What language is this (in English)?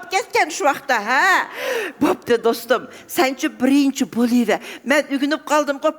Uyghur